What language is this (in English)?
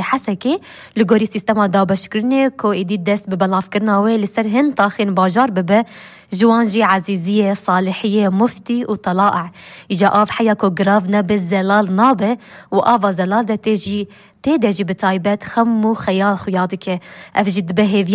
Kurdish